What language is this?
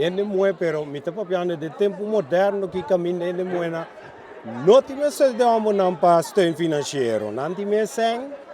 Papiamento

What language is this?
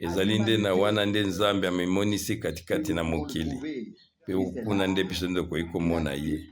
Lingala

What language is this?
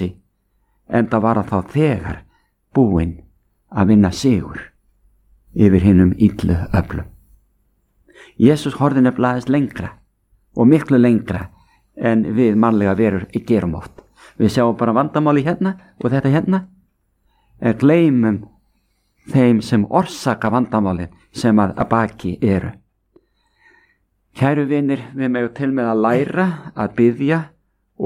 Icelandic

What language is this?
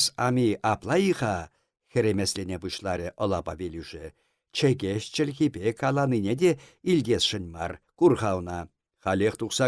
Chuvash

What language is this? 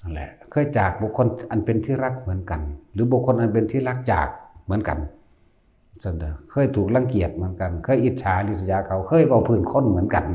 Northeastern Thai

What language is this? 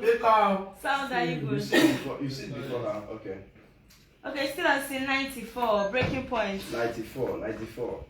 Nigerian Pidgin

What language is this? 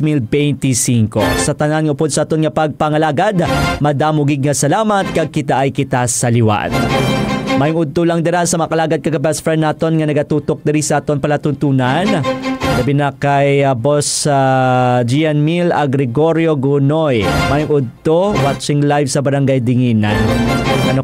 Hiligaynon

